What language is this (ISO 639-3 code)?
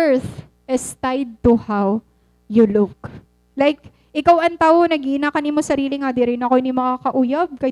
war